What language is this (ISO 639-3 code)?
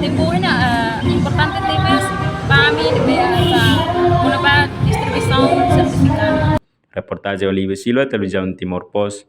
tet